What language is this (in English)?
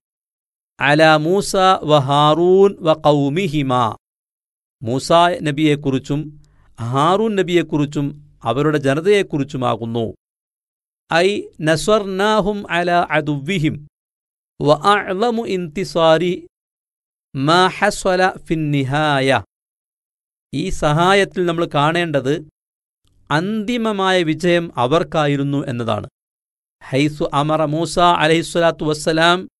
Malayalam